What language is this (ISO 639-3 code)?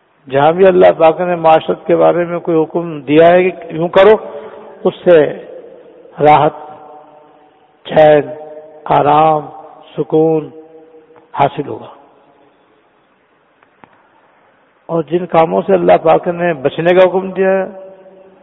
urd